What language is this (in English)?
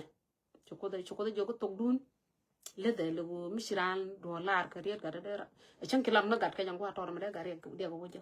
Nuer